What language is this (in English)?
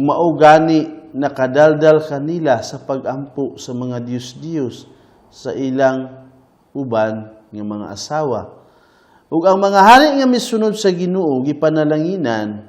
Cebuano